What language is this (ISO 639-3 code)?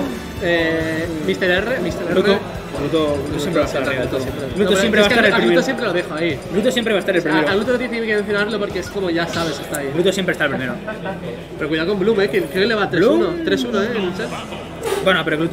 spa